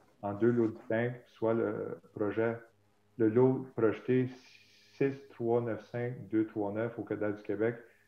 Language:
French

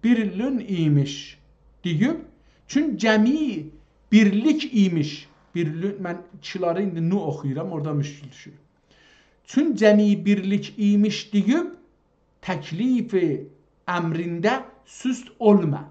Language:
South Azerbaijani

